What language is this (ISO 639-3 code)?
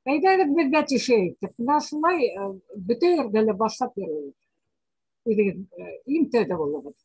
bak